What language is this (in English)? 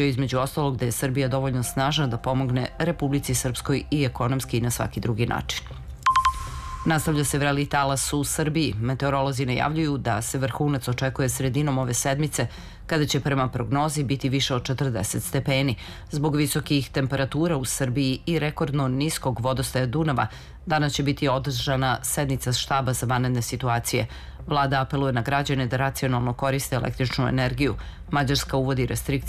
Serbian